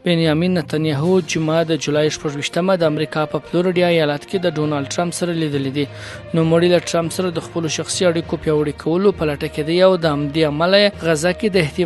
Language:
Pashto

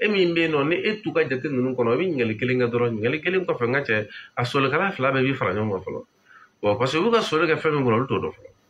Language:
Bambara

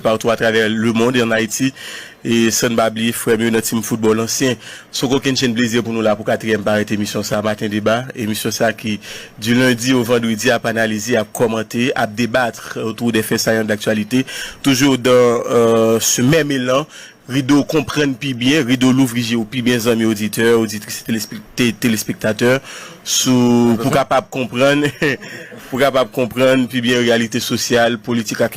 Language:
Haitian Creole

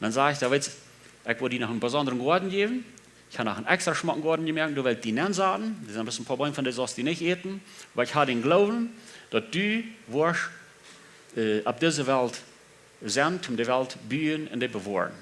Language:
Plautdietsch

